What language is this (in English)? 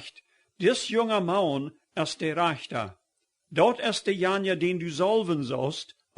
Plautdietsch